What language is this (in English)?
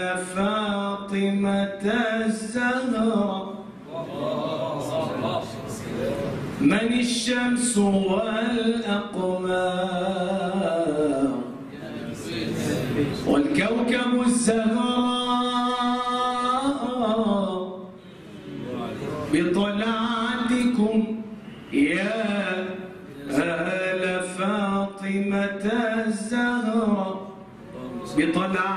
Arabic